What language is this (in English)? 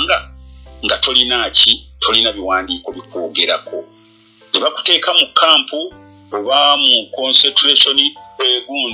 Ganda